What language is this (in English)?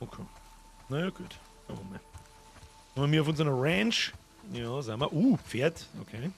Bavarian